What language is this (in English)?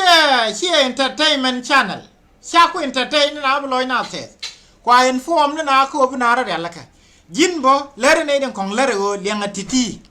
Nuer